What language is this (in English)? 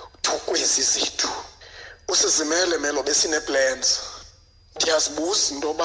Xhosa